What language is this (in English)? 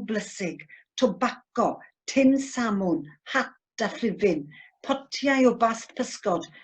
Welsh